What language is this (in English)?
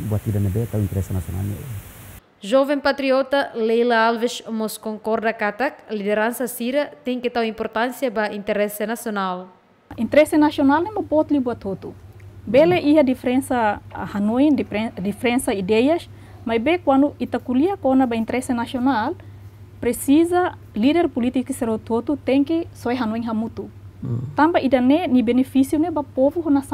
Tetum